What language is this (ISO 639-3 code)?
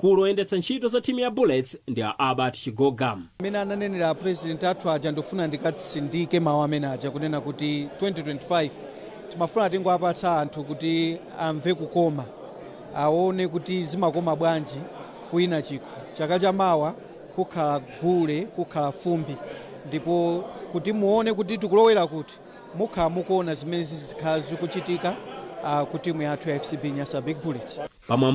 nya